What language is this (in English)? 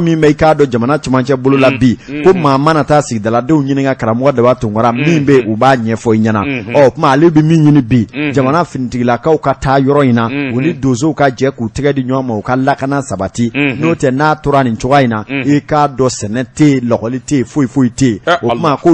Bambara